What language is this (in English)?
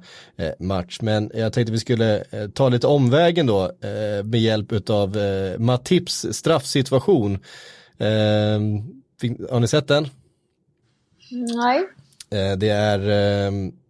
Swedish